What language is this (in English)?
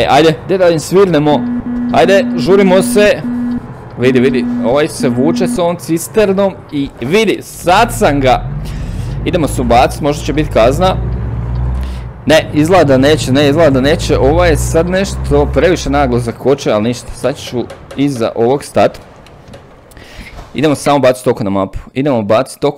Croatian